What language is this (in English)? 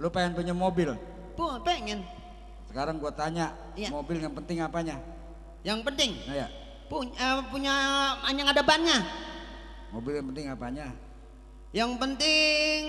Betawi